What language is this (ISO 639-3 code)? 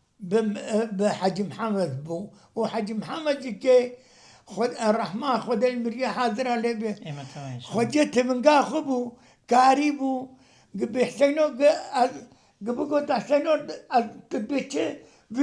kur